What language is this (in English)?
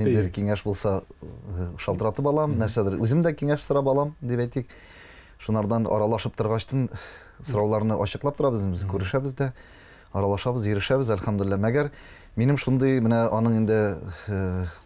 Tatar